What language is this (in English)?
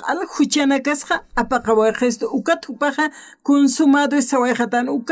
Aymara